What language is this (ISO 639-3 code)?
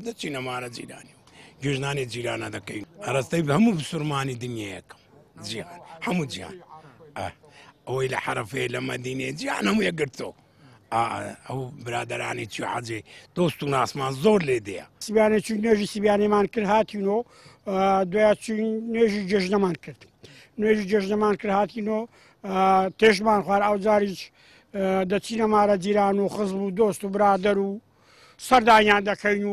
ckb